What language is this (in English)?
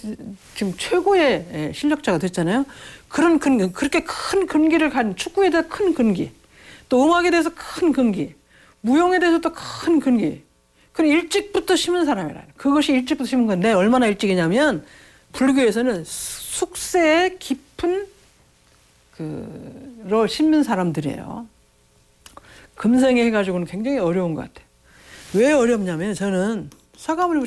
Korean